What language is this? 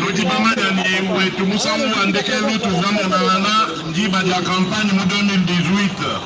Luba-Lulua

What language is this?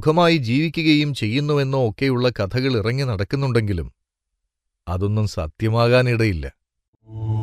Malayalam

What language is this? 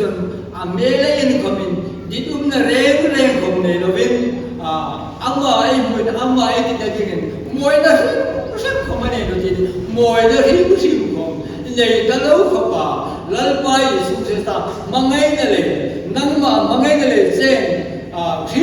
Hmar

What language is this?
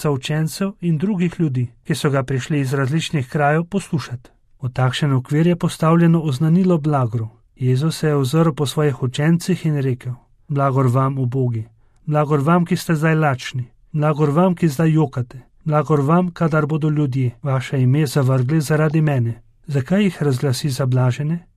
Slovenian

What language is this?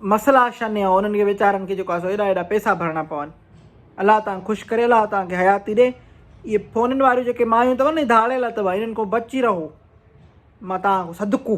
Sindhi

